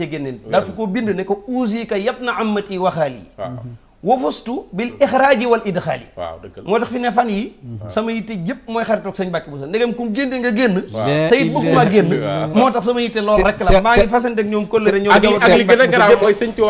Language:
Wolof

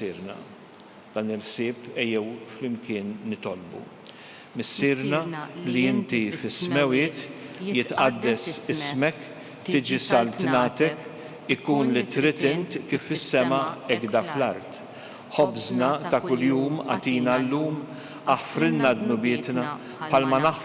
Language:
Maltese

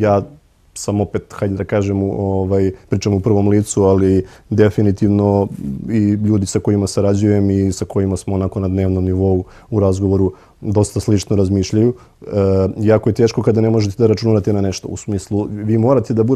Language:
Serbian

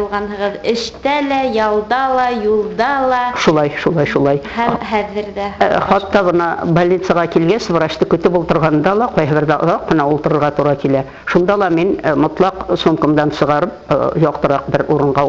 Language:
Bashkir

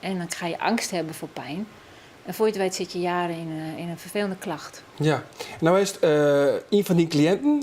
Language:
Western Frisian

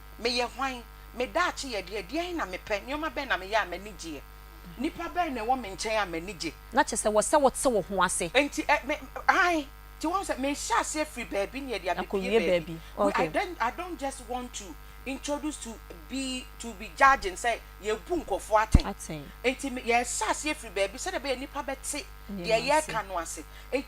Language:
Akan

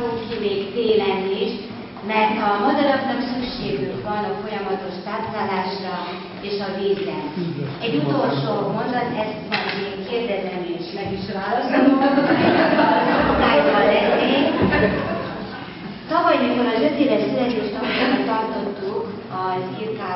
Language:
Hungarian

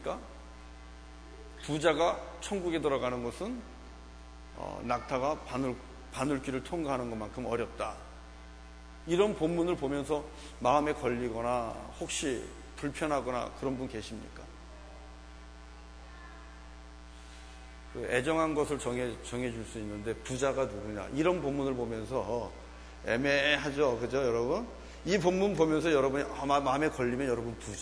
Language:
Korean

